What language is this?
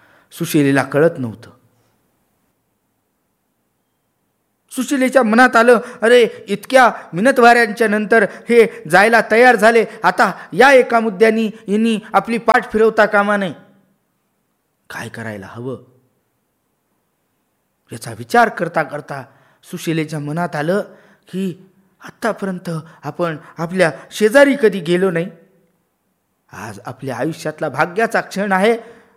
Marathi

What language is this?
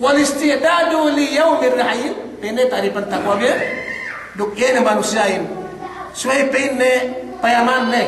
Yakan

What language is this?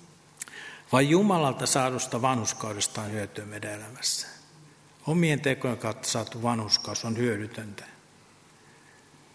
Finnish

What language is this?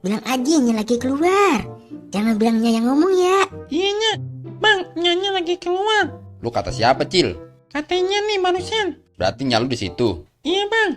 Betawi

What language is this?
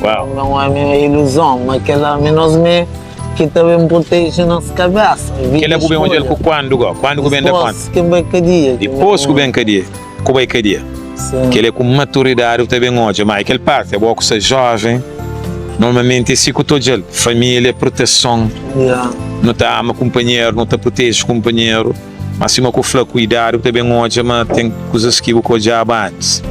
Kabuverdianu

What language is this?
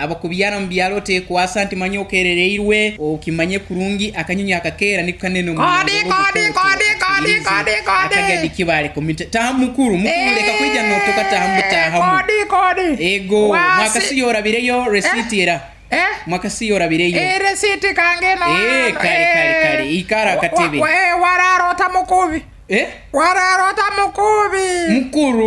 Nyoro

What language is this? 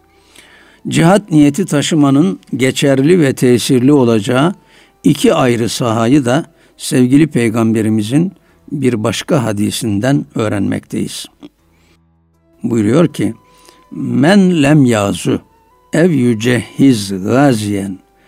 Turkish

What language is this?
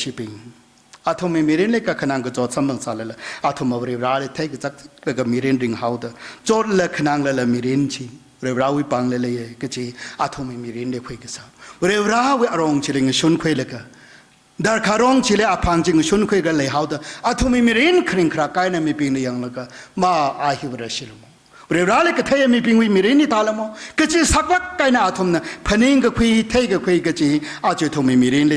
Tangkhul Naga (India)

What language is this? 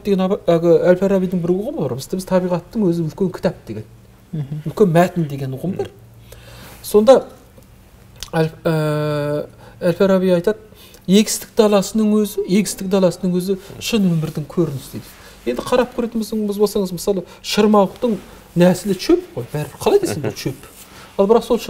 Kazakh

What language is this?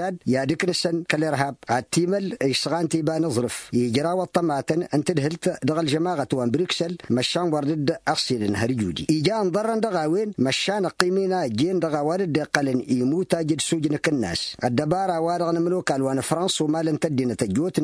Tamasheq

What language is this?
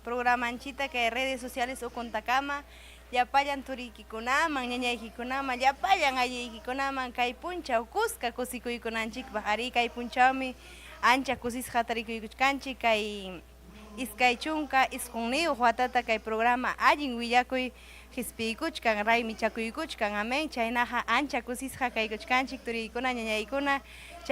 Ayacucho Quechua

